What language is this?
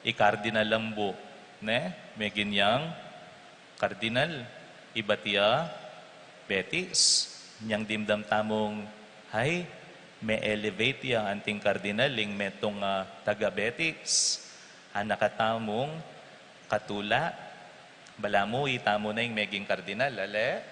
Pampanga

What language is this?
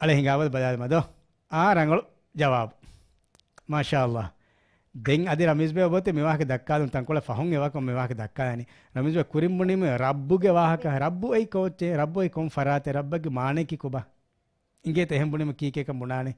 Divehi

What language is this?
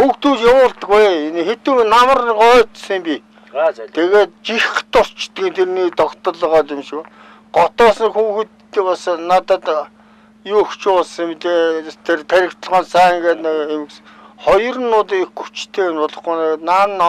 Mongolian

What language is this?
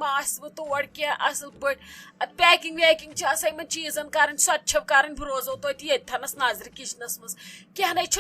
Kashmiri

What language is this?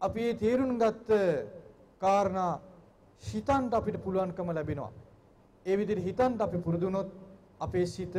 Sinhala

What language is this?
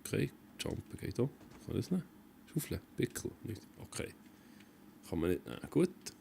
Swiss German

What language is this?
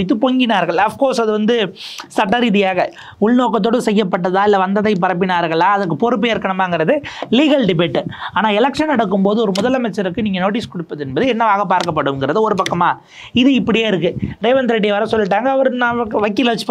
Tamil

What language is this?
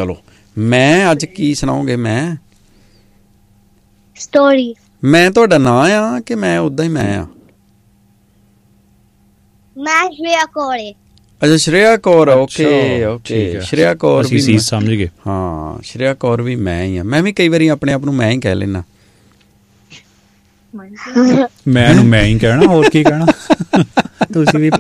Punjabi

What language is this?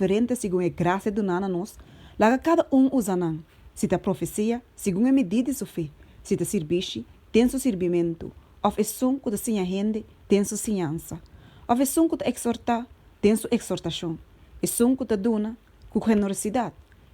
Papiamento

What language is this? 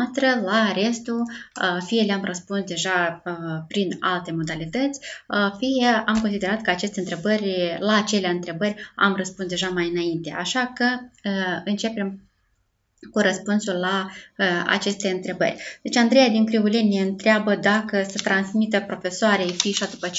Romanian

